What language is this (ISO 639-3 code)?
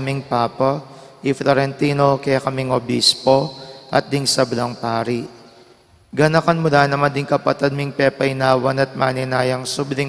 pam